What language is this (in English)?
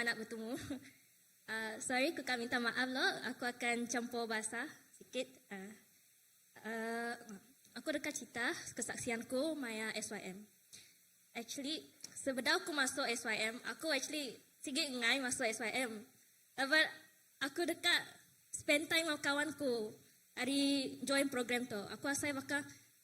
Iban